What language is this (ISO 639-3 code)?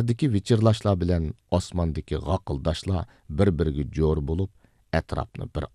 uig